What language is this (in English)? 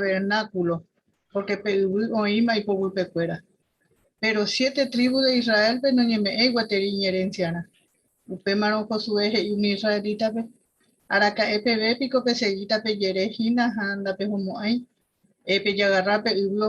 Guarani